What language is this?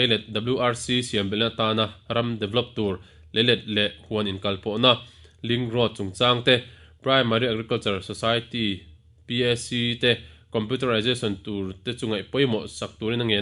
Mizo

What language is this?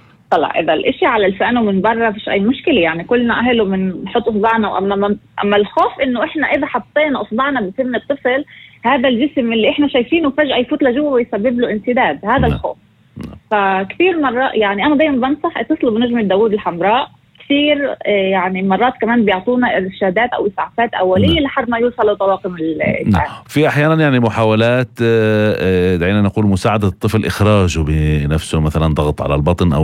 North Levantine Arabic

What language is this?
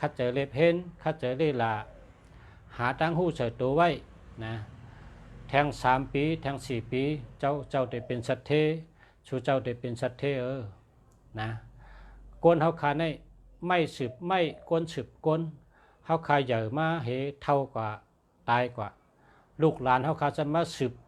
Shan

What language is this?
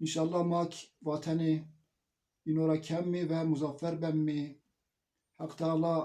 Zaza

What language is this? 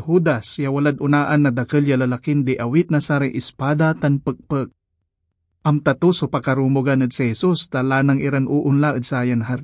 Pangasinan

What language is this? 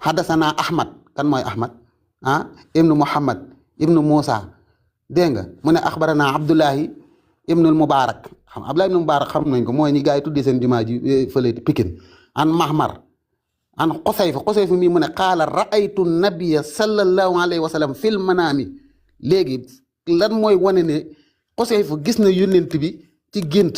Wolof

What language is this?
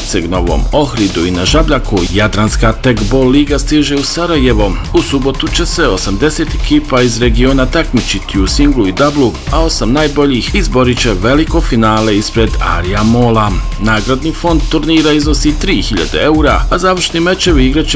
Bosnian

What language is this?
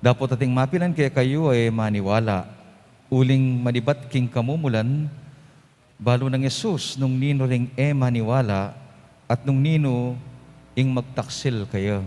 Pampanga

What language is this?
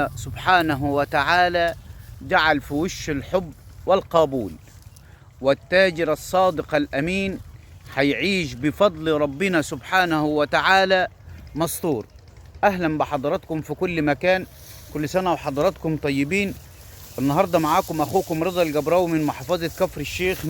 Egyptian Arabic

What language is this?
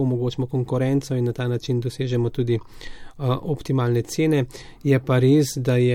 Slovenian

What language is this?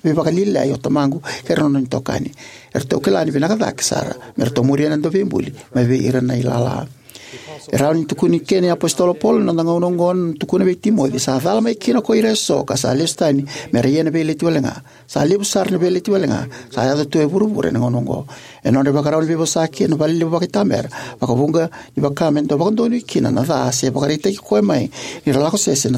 Fijian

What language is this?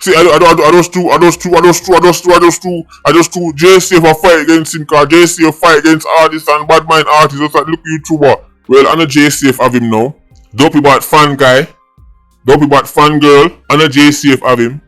Jamaican Creole English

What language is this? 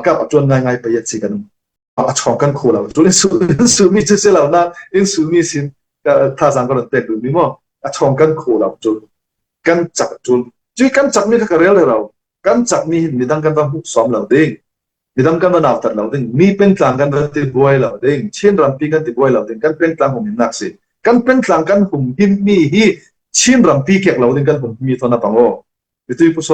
Falam Chin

